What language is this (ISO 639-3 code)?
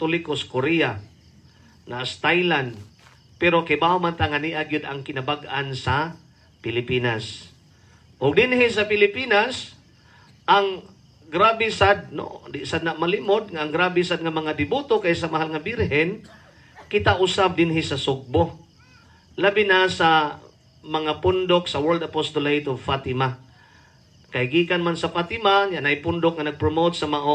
ceb